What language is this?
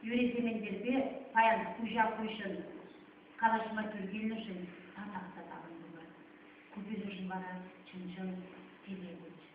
Chuvash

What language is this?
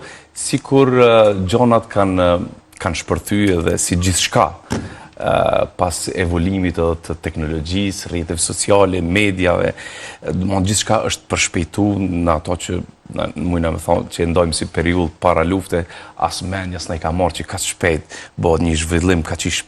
Albanian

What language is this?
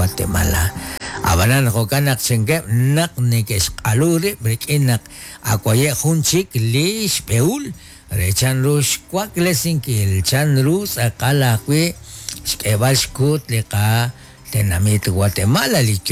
Kekchí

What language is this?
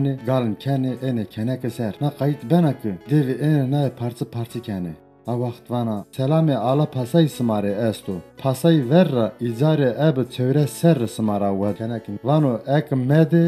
Zaza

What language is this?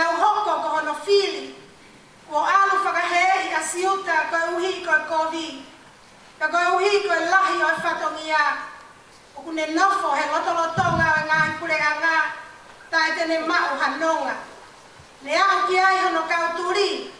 Tongan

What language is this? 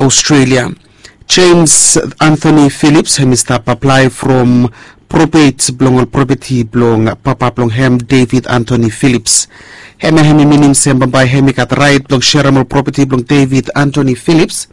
Bislama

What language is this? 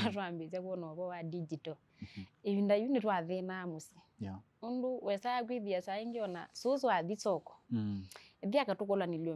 Kamba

